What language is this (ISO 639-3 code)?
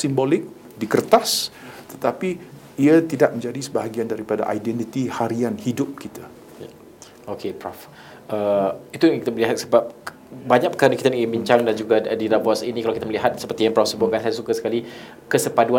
msa